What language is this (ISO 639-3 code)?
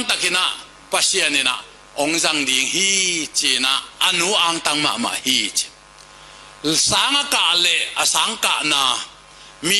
ctd